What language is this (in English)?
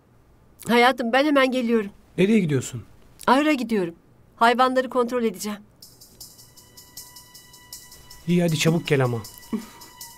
Turkish